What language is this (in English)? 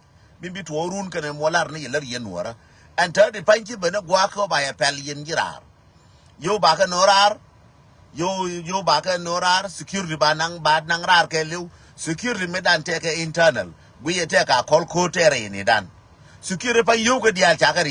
Nuer